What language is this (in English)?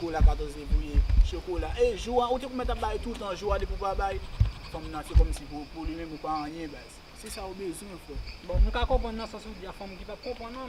Haitian Creole